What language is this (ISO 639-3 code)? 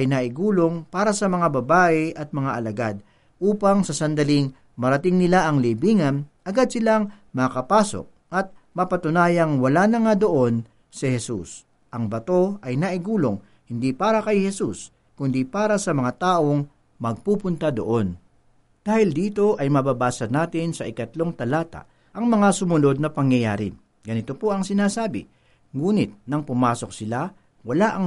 fil